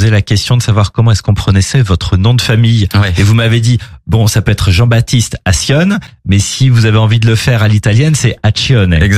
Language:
French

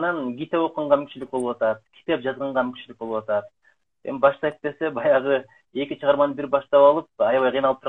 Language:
Kyrgyz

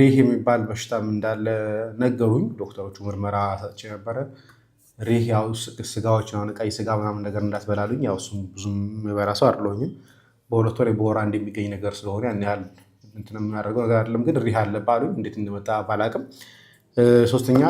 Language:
Amharic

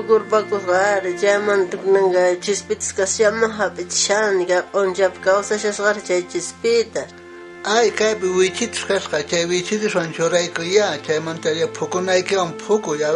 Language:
South Bolivian Quechua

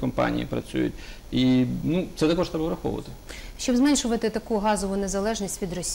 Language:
Ukrainian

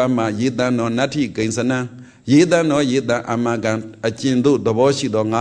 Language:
Burmese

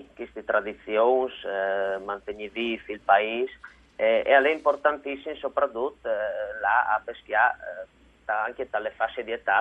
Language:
Friulian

